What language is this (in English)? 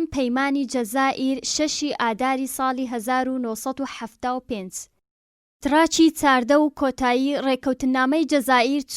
Central Kurdish